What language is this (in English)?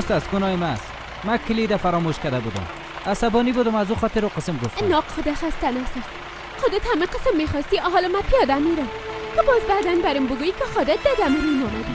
Persian